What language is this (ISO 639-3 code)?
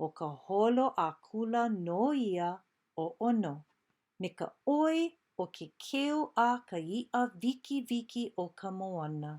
haw